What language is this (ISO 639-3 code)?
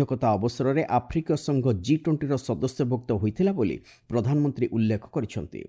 ori